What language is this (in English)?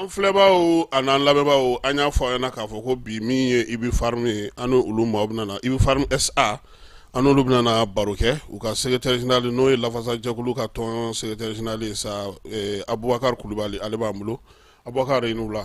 Bambara